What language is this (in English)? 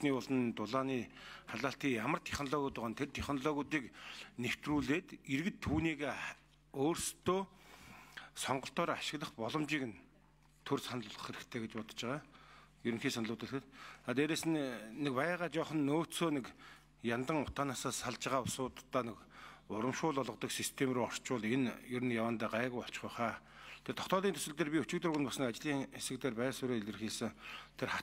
Mongolian